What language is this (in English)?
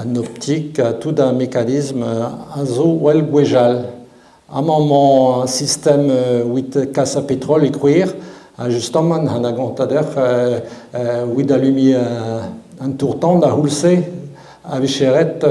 Breton